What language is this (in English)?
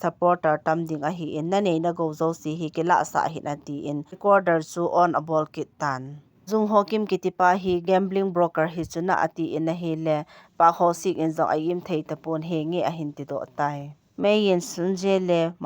Thado Chin